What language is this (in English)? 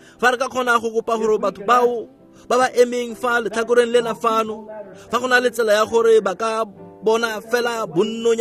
Tswana